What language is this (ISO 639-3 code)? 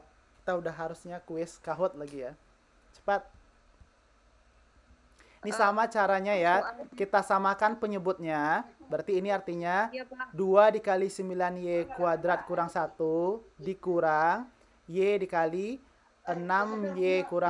ind